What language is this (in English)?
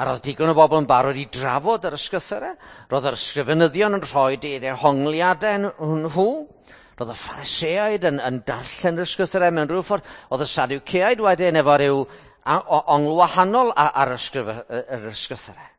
Welsh